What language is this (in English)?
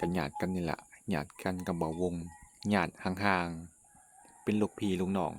Lao